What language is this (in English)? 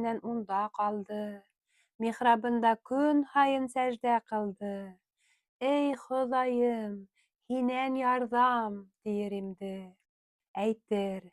Bashkir